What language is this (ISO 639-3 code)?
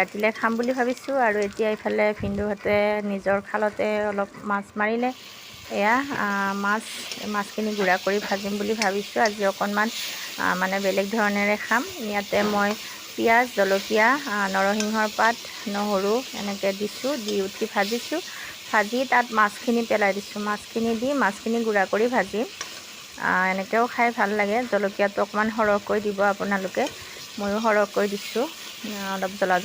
asm